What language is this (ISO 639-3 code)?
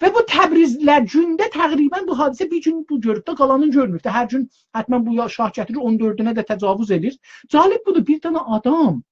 azb